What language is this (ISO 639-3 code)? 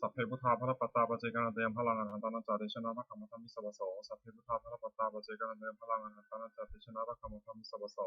pli